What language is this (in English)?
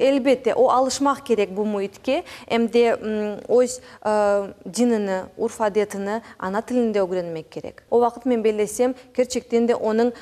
Crimean Tatar